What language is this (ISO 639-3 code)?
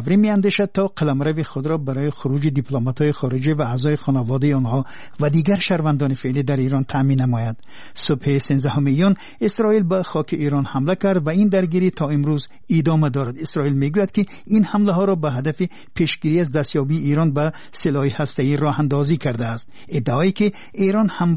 fas